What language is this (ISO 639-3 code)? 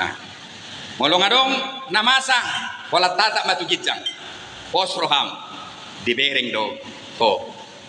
bbc